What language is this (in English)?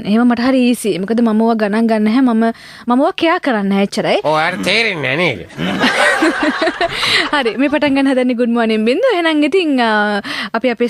Sinhala